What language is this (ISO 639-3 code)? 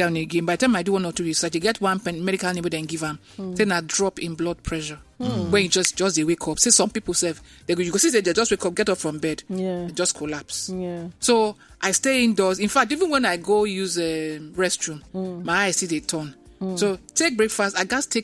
pcm